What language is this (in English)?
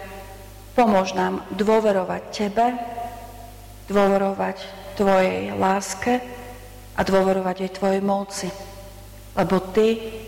Slovak